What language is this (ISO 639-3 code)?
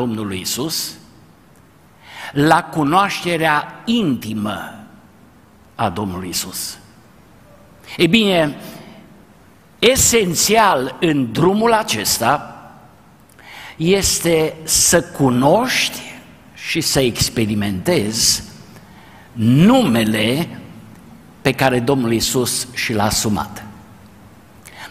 ron